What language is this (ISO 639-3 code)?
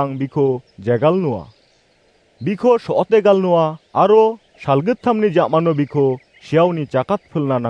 grt